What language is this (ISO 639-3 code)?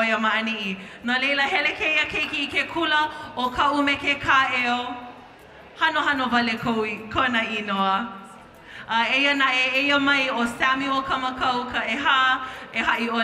haw